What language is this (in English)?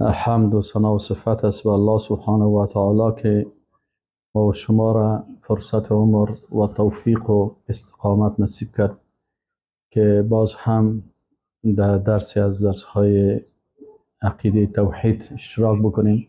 Persian